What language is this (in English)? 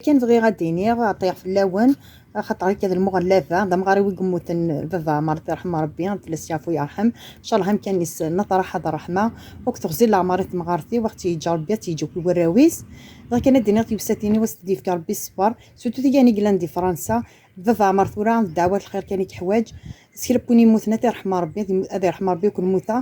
Kabyle